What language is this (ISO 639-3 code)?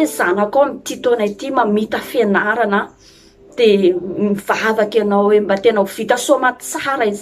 mlg